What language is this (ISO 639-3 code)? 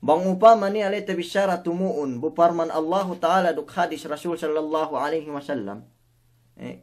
yka